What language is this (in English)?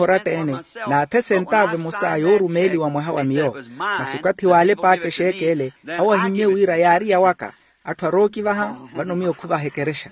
Makhuwa